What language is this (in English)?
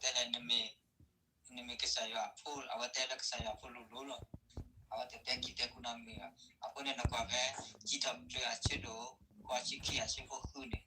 S'gaw Karen